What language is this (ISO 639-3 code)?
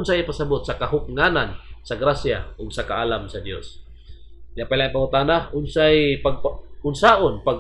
ceb